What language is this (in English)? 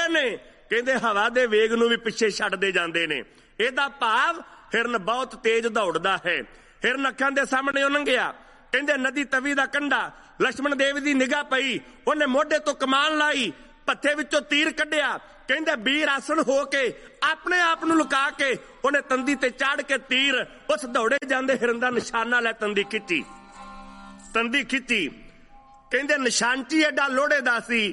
Punjabi